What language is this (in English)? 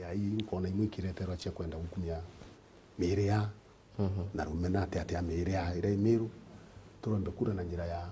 Meru